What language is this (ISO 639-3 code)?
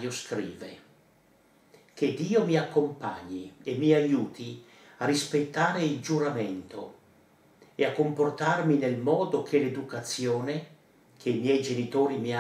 ita